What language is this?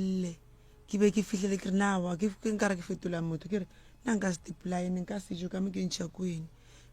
Northern Sotho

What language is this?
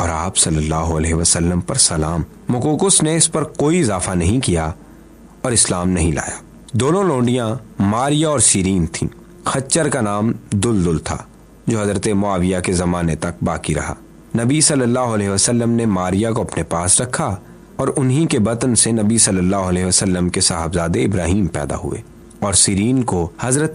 Urdu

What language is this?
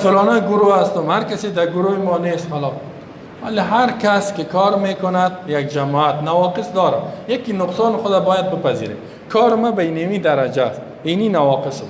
Persian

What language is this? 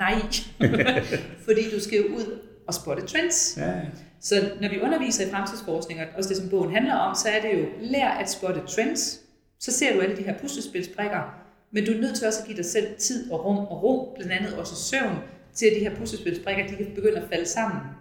Danish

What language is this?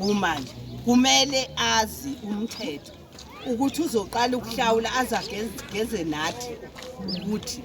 Zulu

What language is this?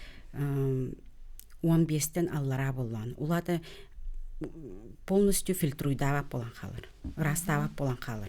Yakut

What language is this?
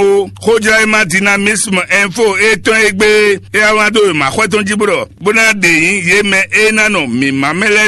Fon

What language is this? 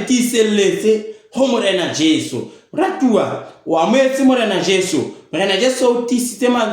Southern Sotho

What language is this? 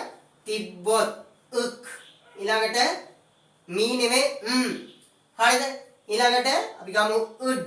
Sinhala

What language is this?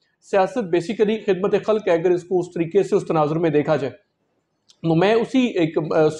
Urdu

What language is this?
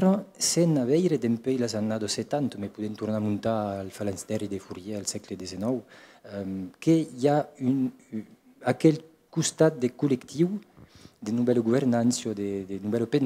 Occitan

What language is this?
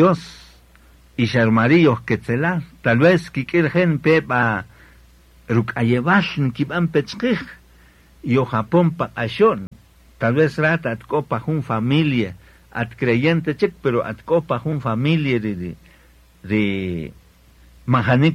Kaqchikel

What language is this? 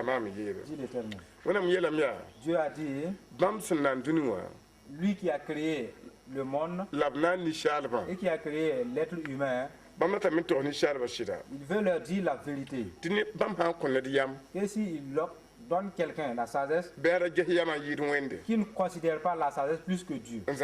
Mossi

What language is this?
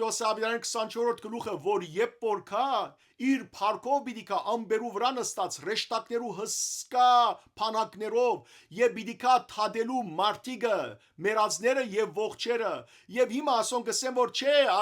Western Armenian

